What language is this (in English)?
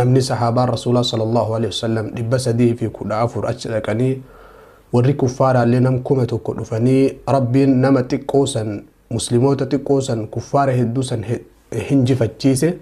Oromo